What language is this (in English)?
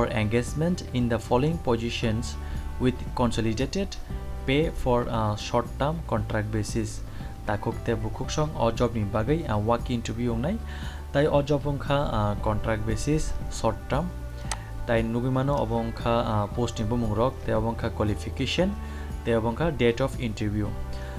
Kok Borok